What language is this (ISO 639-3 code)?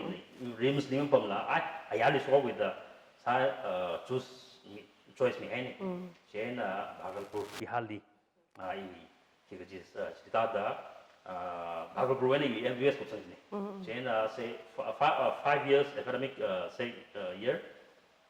nmf